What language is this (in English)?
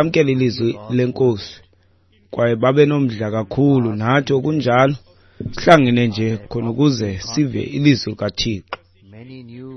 Xhosa